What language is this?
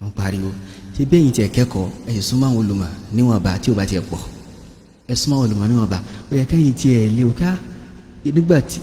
Yoruba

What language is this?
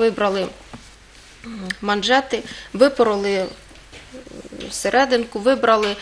Ukrainian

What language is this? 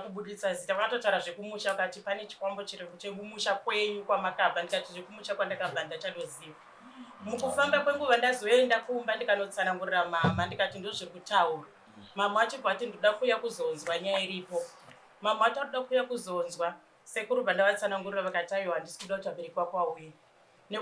Shona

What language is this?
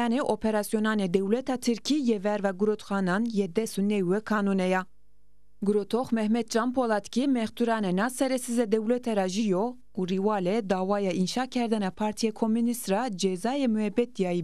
Zaza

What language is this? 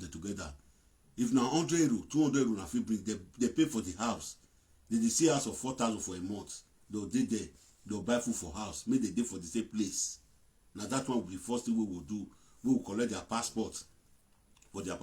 Nigerian Pidgin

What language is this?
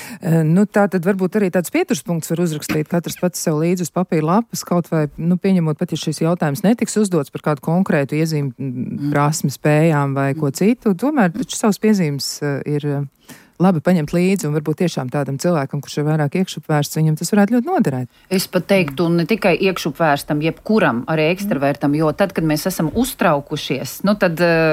Latvian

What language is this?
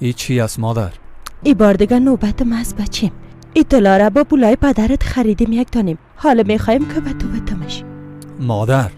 Persian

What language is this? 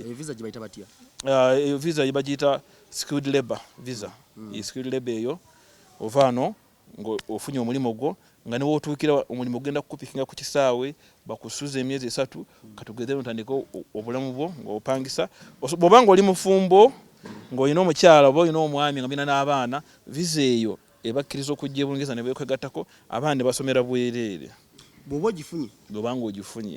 Ganda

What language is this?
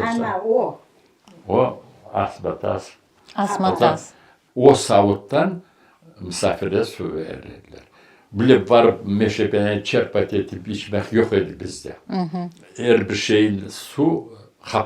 Crimean Tatar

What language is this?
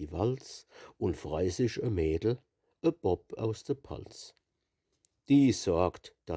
Palatine German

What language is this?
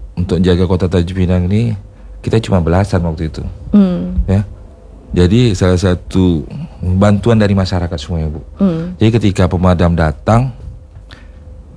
Indonesian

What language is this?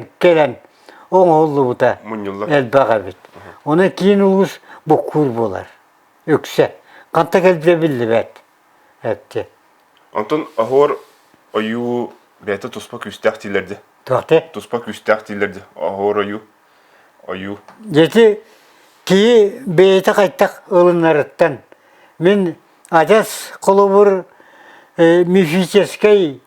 Yakut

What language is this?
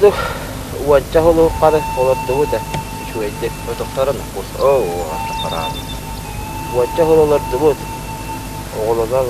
Yakut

